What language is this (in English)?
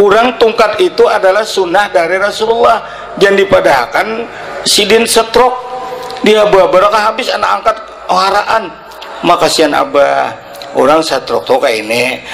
Banjar